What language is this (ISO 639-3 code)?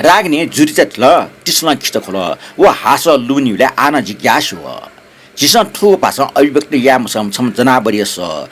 new